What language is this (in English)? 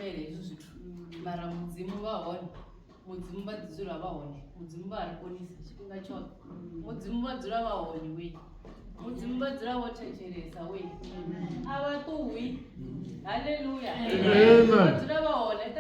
Venda